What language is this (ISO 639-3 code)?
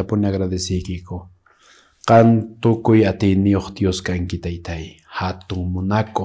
que